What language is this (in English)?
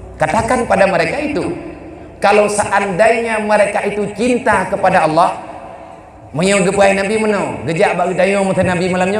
Achinese